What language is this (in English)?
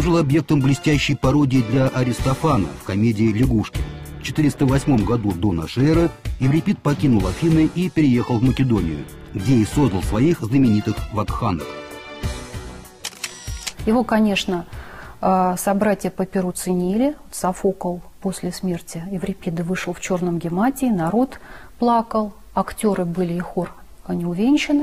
Russian